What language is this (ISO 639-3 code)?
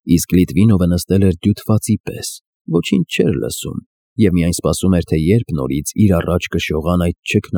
hye